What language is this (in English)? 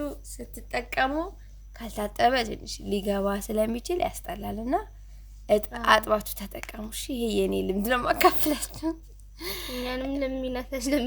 Amharic